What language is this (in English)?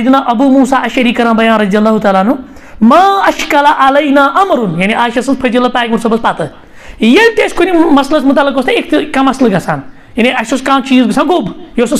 Kashmiri